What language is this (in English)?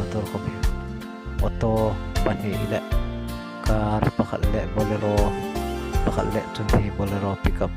Hmar